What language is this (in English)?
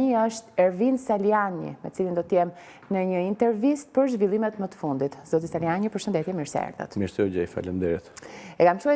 Albanian